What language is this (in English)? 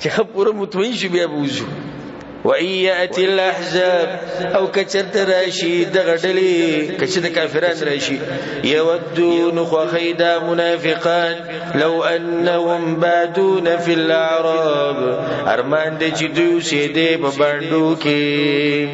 Pashto